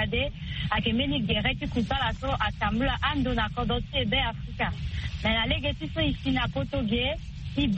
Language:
Sango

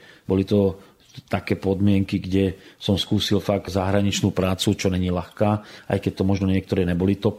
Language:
Slovak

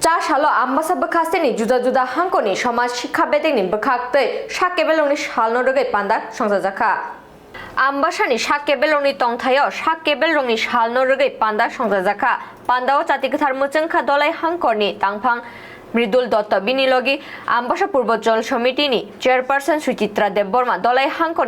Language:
Kok Borok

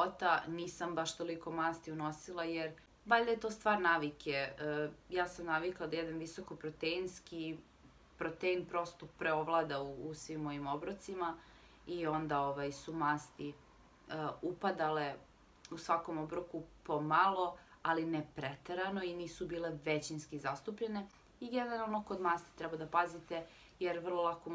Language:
Serbian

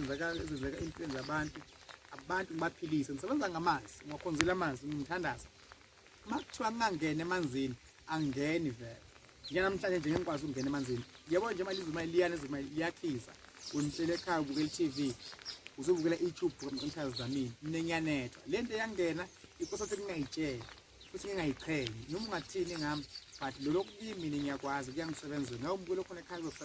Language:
Zulu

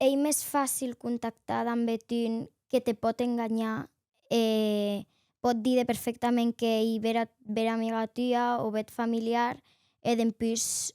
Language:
Occitan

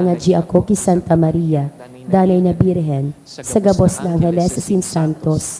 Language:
Bikol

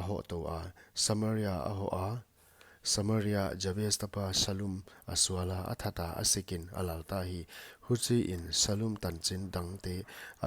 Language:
Paite Chin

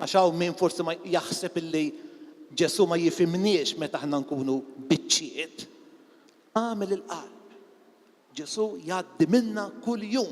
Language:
Maltese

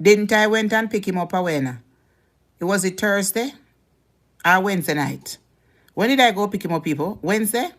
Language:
Jamaican Creole English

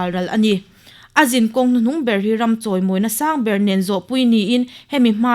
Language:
Mizo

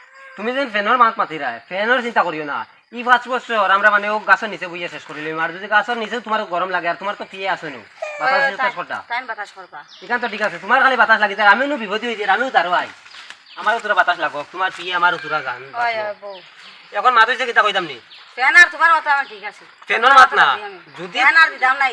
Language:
Sylheti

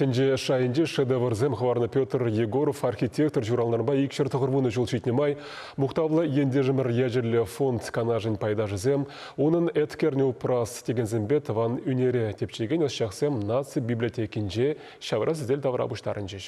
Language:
Chuvash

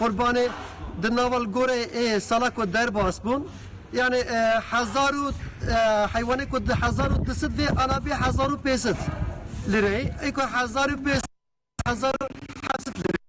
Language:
Kurdish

